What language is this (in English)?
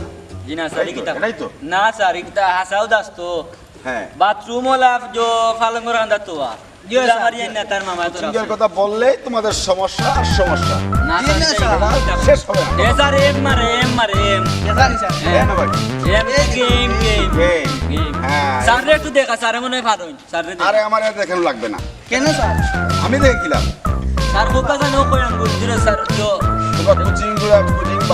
Sylheti